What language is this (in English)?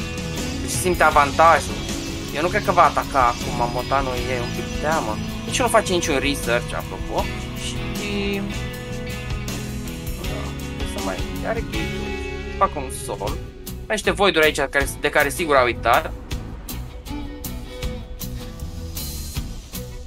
Romanian